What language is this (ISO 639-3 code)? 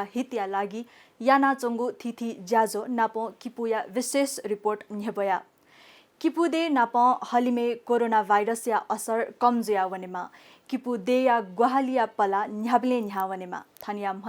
new